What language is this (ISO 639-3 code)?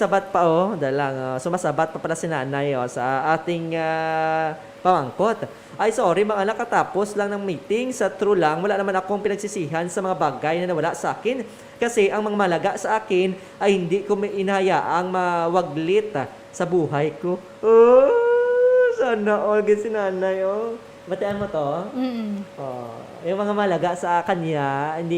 hil